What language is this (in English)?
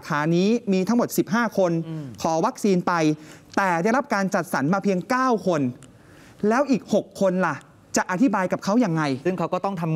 Thai